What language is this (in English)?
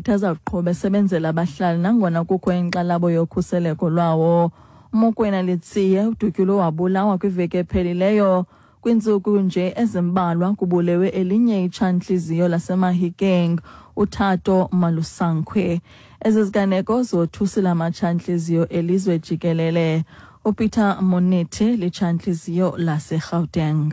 Xhosa